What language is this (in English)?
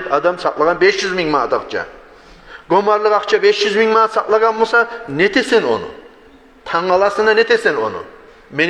Kumyk